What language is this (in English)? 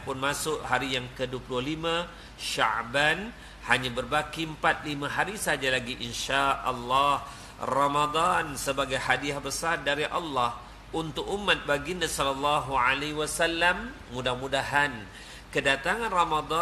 Malay